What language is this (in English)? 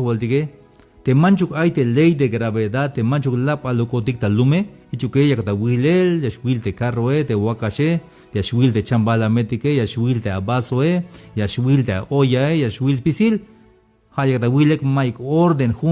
Tzeltal